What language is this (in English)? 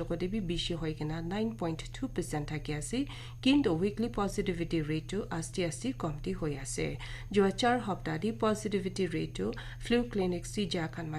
Naga Pidgin